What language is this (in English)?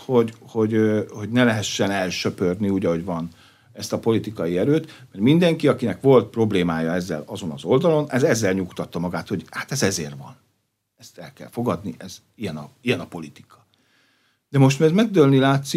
Hungarian